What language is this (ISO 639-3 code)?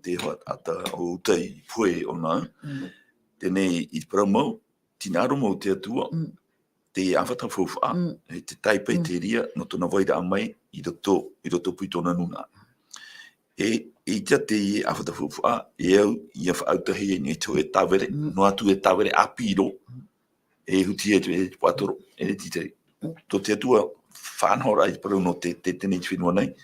tah